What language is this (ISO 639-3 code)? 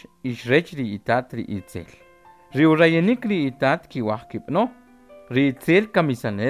quc